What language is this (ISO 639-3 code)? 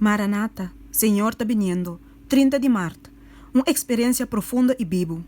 pap